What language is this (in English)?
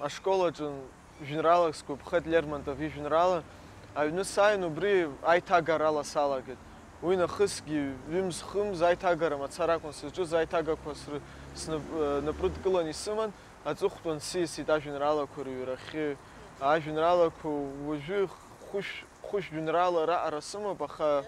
Abkhazian